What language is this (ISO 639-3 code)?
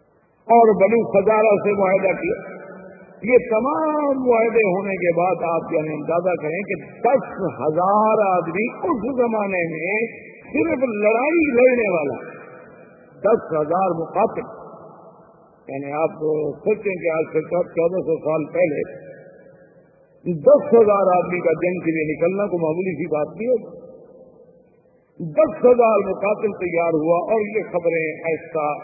urd